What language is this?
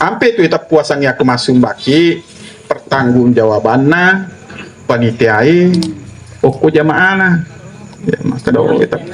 Buginese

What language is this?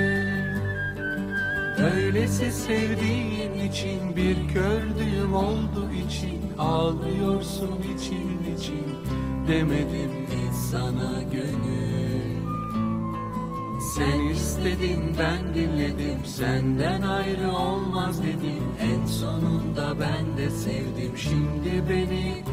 Turkish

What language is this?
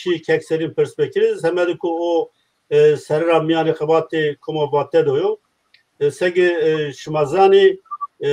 Zaza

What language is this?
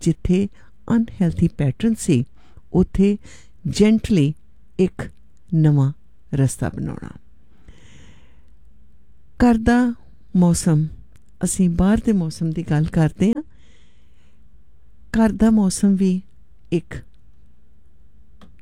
Punjabi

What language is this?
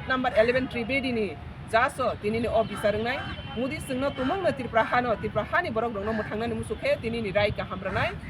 Kok Borok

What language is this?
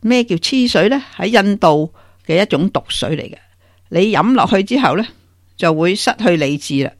Cantonese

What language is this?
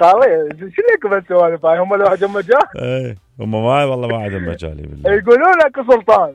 Mesopotamian Arabic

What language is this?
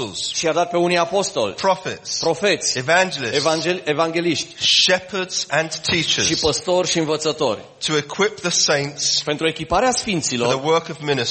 Romanian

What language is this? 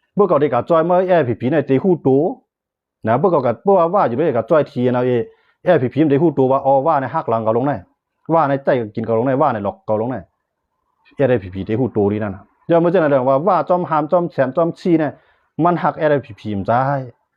Shan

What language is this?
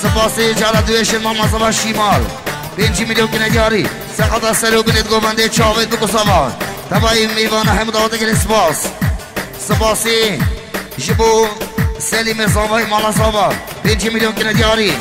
Kurdish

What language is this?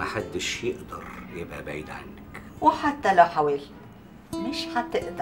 Egyptian Arabic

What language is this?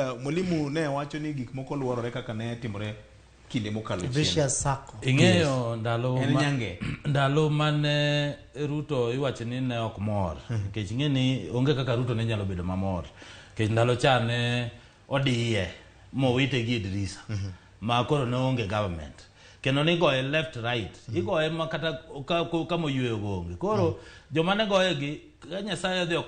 Luo (Kenya and Tanzania)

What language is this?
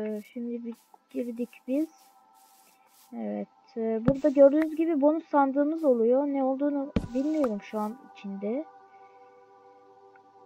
Turkish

